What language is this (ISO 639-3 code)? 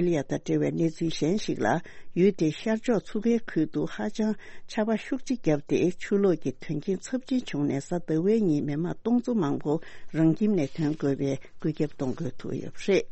bod